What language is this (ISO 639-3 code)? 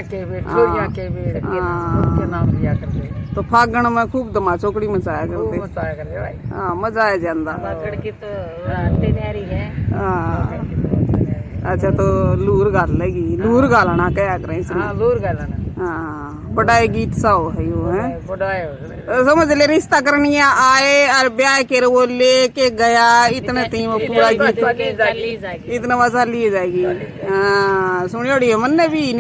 bgc